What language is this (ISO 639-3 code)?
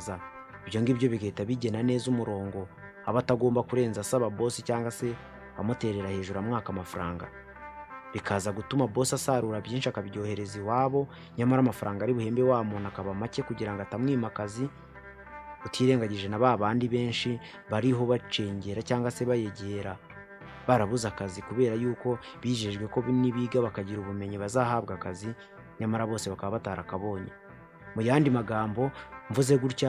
kin